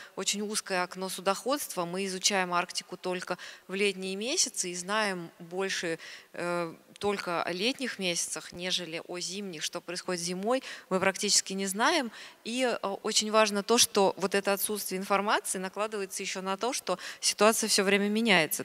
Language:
Russian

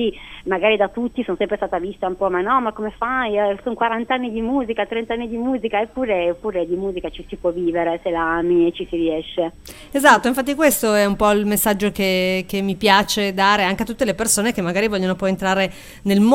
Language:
Italian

